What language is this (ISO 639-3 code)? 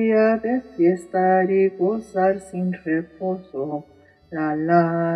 lad